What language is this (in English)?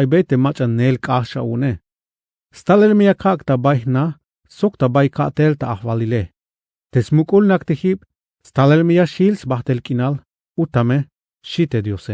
Tzeltal